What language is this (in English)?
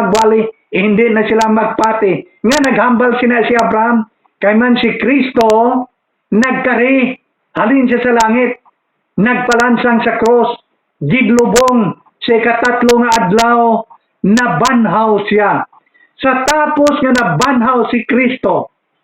Hiligaynon